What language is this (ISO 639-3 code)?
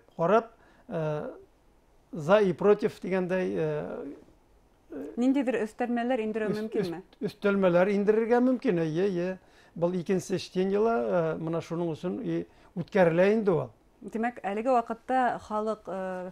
bak